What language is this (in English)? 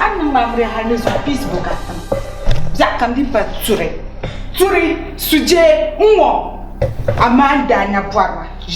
Dagbani